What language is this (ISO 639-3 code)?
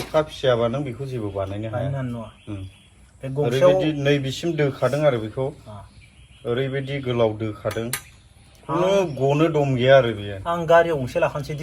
brx